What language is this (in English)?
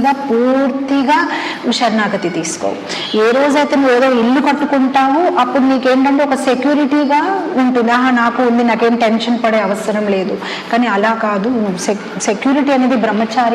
Telugu